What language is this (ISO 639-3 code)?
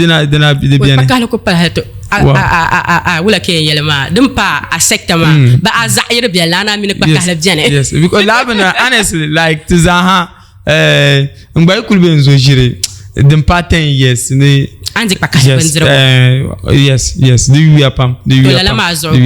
dag